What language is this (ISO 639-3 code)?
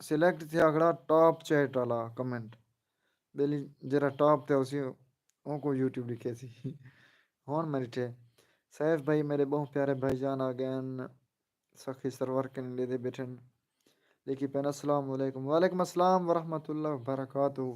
skr